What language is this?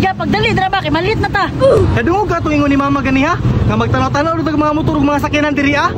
Cebuano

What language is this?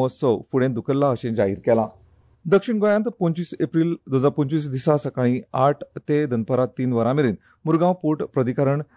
Konkani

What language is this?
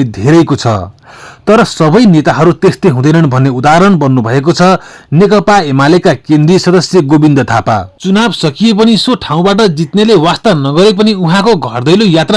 Nepali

